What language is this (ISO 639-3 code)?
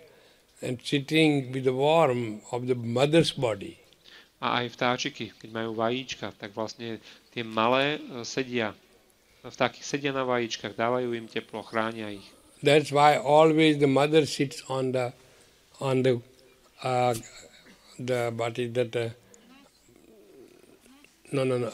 slk